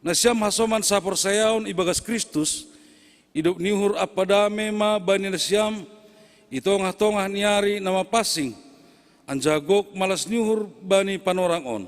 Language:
Batak Simalungun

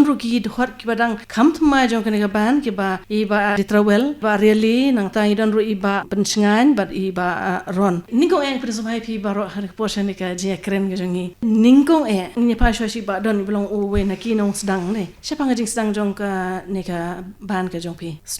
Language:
Khasi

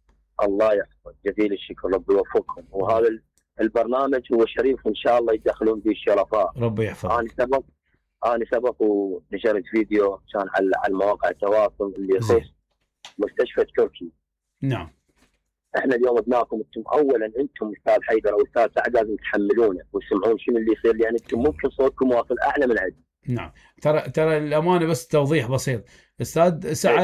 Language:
Mesopotamian Arabic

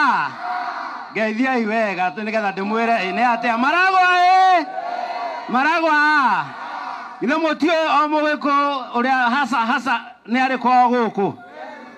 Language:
Kikuyu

